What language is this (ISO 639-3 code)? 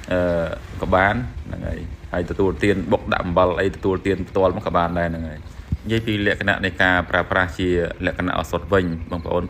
khm